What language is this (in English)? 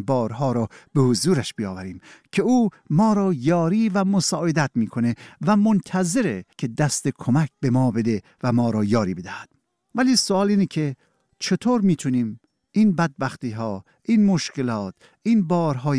Persian